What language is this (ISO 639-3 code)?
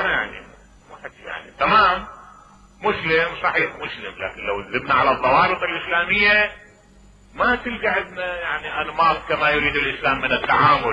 acm